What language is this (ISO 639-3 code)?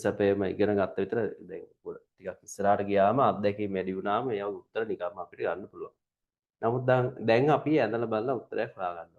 sin